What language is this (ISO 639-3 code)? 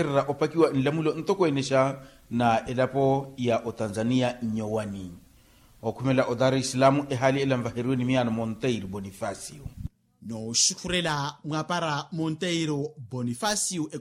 vmw